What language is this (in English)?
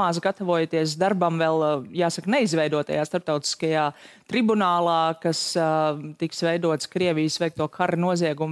Latvian